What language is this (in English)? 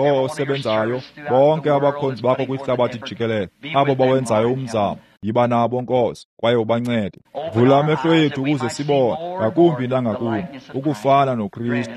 Xhosa